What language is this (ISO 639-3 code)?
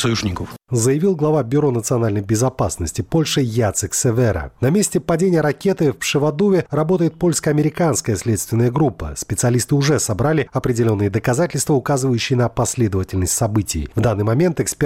rus